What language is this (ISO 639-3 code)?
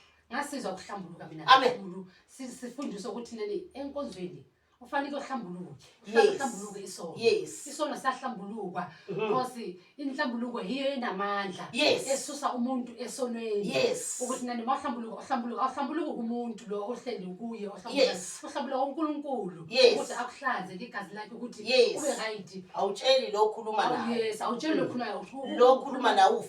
zul